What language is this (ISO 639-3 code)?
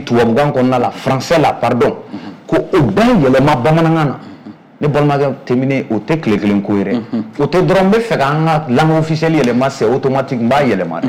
bam